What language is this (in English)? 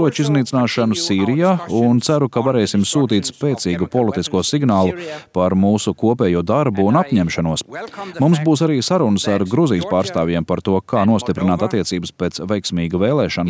Latvian